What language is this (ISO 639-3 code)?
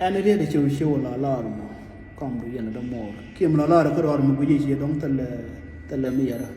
nus